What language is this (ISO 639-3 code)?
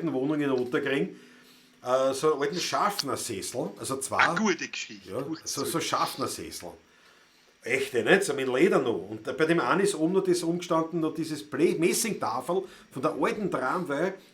bar